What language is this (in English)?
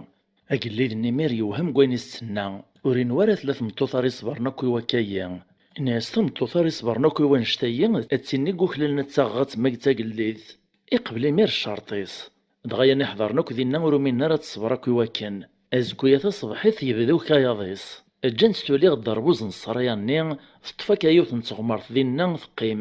Kabyle